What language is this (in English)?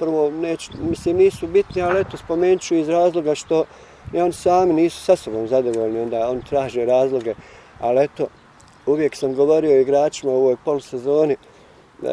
Bosnian